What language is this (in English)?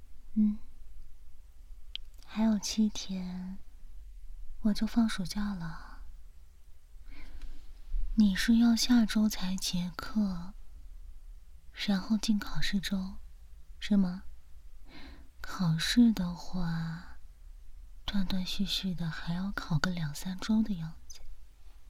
Chinese